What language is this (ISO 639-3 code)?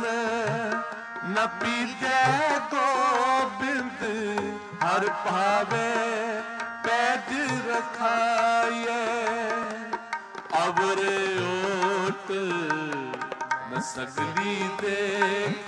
pan